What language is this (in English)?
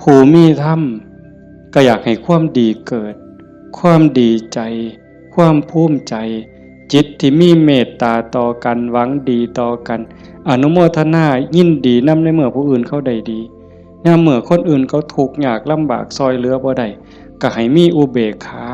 Northeastern Thai